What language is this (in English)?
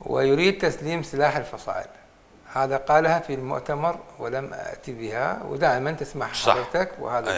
Mesopotamian Arabic